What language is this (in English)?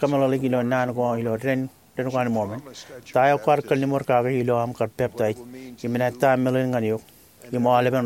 Marshallese